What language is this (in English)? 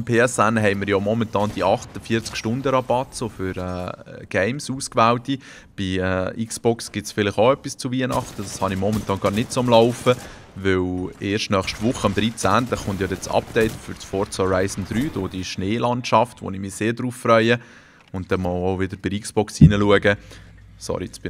Swiss German